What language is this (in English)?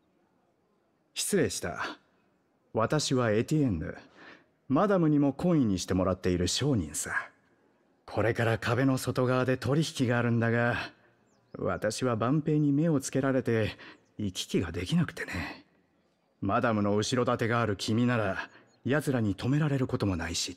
Japanese